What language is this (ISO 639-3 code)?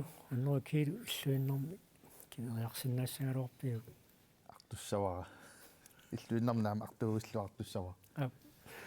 kal